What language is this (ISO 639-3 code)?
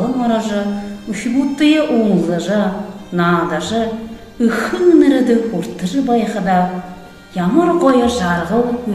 bua